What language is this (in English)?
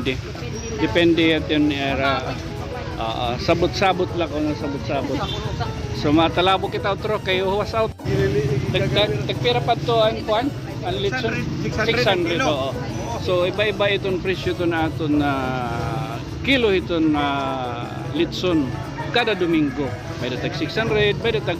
Waray